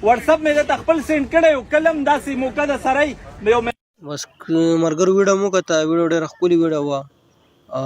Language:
Pashto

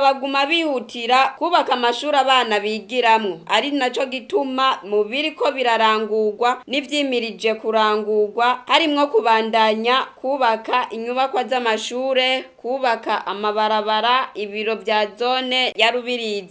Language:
Rundi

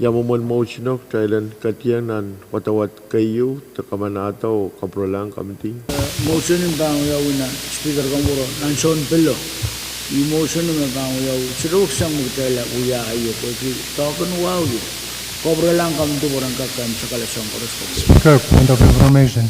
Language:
Pohnpeian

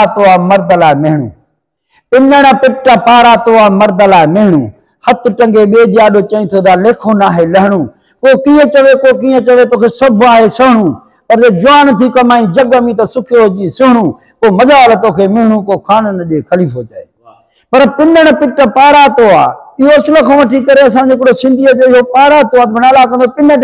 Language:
Sindhi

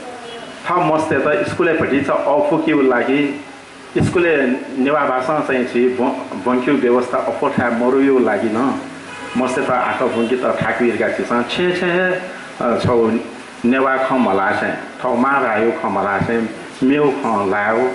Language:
Newari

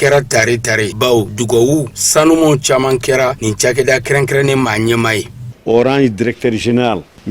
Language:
Bambara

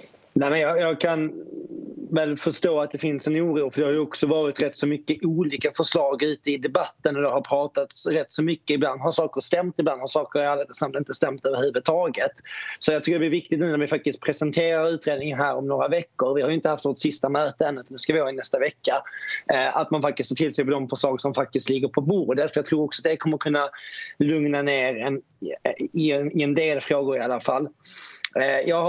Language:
Swedish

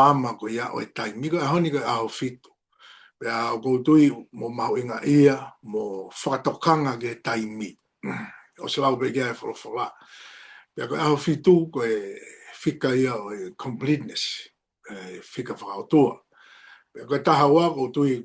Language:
Tongan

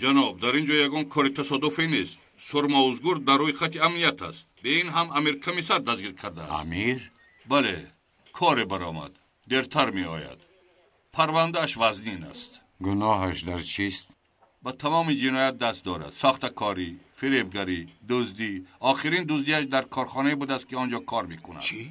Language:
Tajik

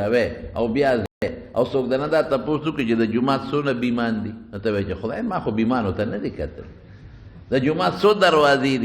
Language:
Pashto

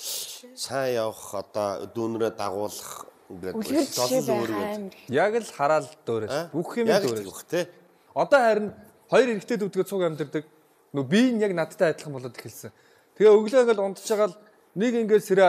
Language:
Mongolian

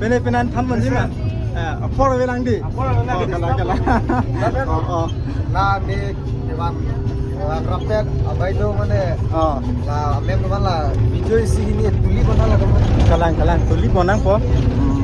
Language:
Karbi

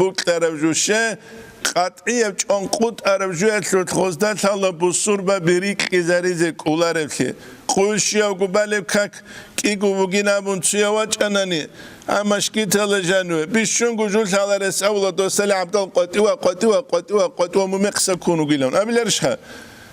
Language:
Avaric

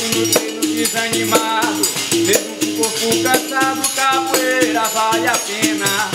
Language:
Portuguese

